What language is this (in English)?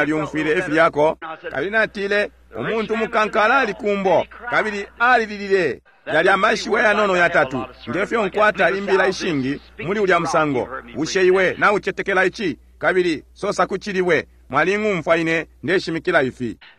Bemba